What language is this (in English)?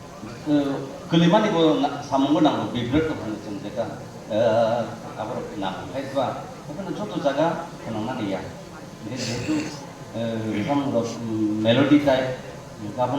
Kok Borok